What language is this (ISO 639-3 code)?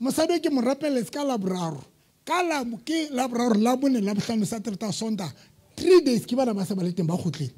sot